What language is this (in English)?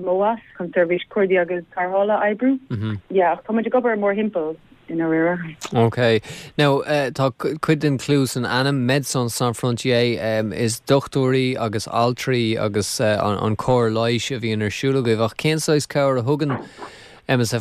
Irish